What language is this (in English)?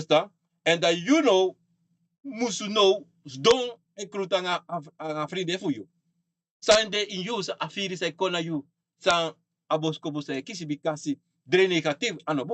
Sranan Tongo